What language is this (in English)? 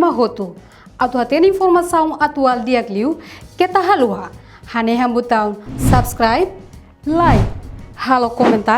Tetum